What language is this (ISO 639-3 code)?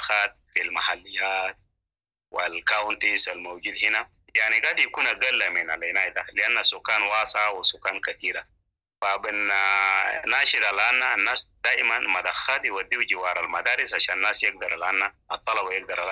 apd